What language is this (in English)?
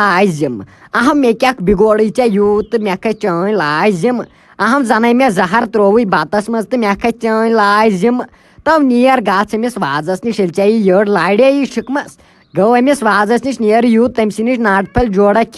Kashmiri